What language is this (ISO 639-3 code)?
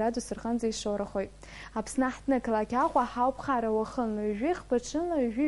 abk